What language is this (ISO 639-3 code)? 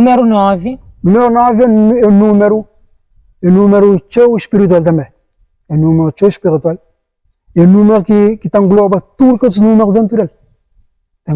kea